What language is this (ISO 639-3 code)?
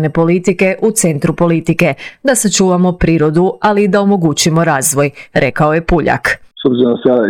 hrv